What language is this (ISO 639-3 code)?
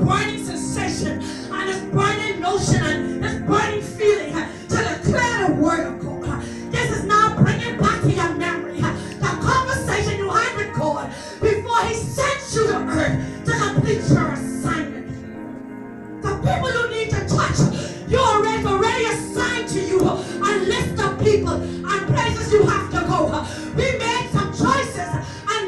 eng